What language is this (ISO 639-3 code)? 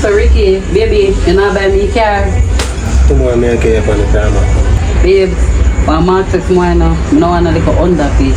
jam